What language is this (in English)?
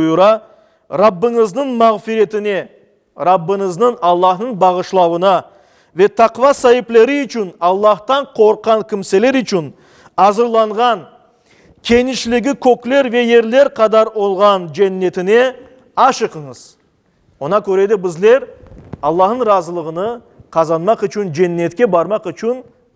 Crimean Tatar